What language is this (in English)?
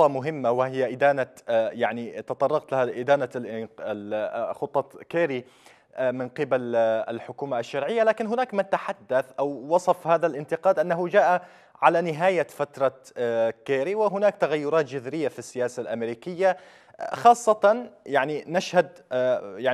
Arabic